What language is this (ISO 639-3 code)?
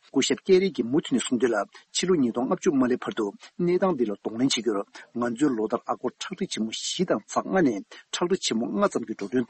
bod